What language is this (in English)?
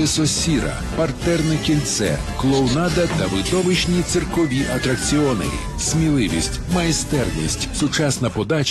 Ukrainian